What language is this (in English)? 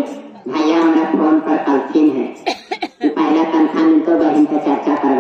Magahi